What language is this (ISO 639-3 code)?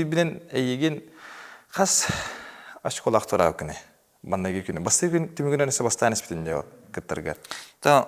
sah